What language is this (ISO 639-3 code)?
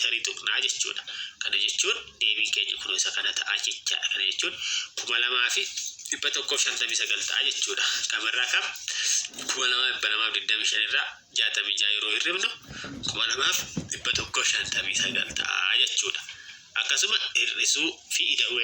orm